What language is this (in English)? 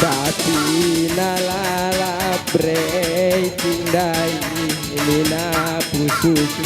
Batak Karo